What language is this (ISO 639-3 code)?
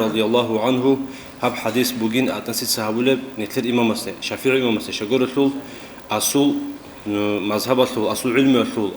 ava